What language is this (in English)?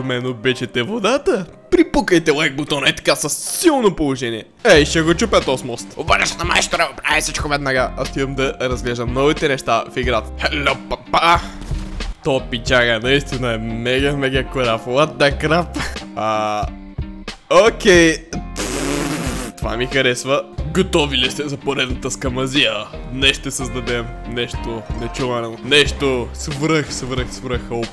Bulgarian